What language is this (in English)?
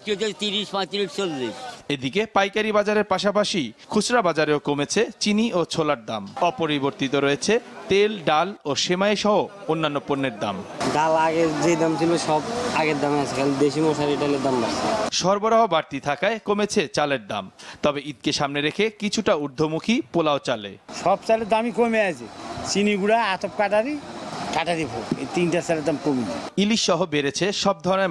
Bangla